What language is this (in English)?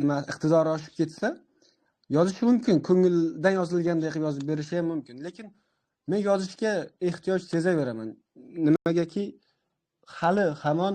Uzbek